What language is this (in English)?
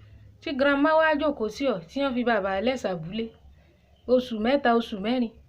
Yoruba